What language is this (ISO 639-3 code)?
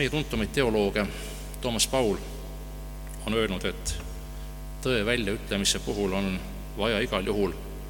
est